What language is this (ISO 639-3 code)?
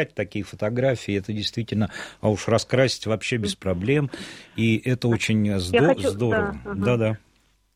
rus